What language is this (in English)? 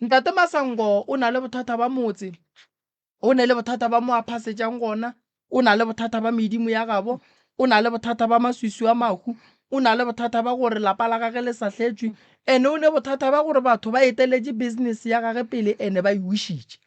Northern Sotho